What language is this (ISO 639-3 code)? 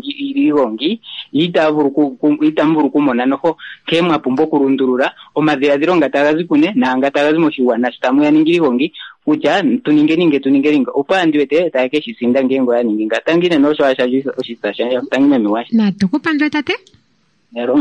kua